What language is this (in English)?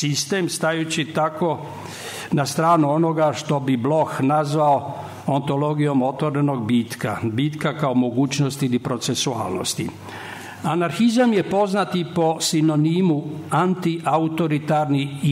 Serbian